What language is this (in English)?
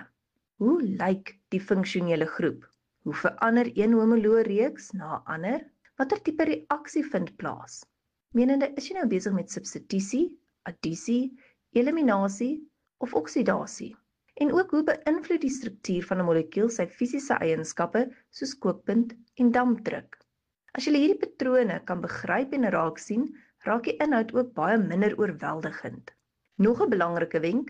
Afrikaans